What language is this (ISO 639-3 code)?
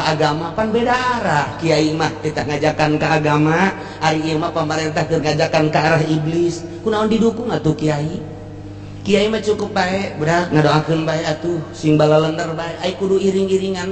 sun